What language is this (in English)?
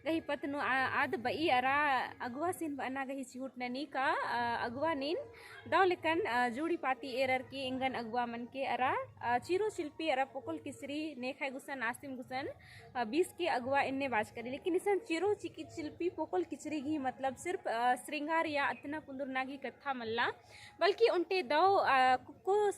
Kurukh